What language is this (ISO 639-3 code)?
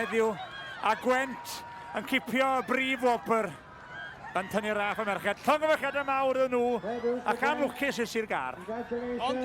cym